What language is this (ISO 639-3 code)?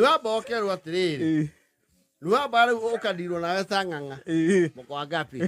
kik